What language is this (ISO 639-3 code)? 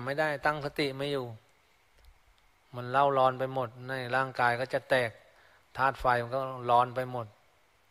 tha